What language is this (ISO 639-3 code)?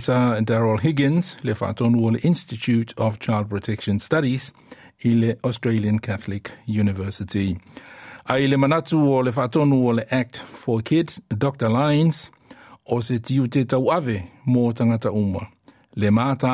smo